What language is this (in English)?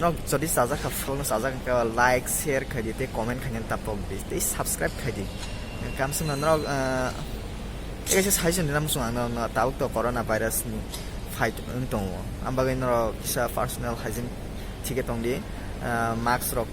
Kok Borok